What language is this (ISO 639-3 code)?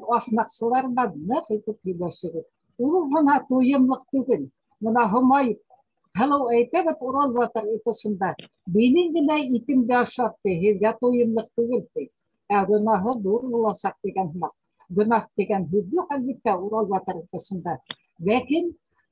bak